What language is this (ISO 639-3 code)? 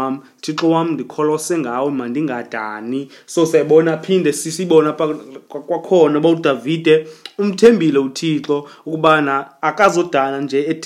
xho